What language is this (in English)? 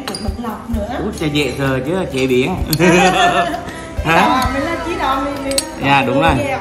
Vietnamese